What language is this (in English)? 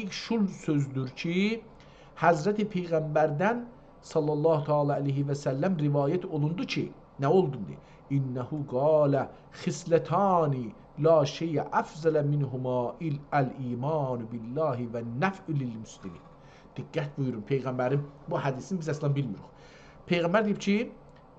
South Azerbaijani